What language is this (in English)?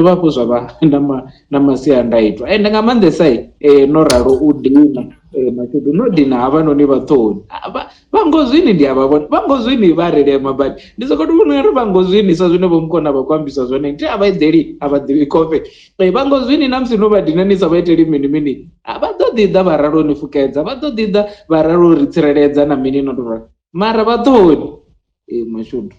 Venda